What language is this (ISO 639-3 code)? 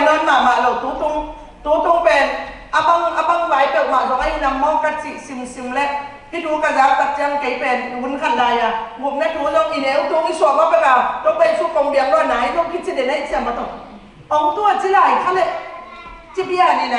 ctd